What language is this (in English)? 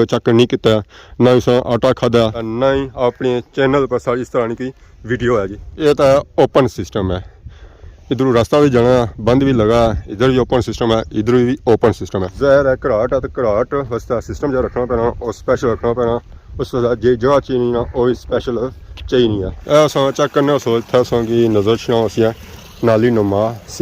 Pahari-Potwari